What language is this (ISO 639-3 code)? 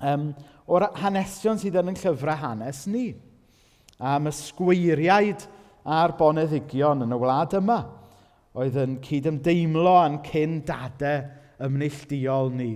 cym